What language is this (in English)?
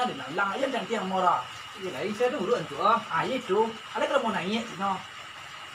Minangkabau